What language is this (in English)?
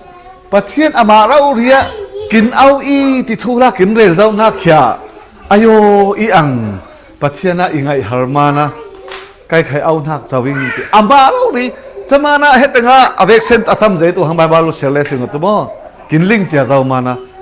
Falam Chin